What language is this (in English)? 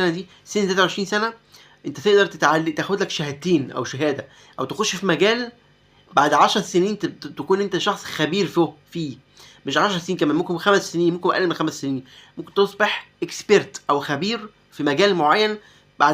Egyptian Arabic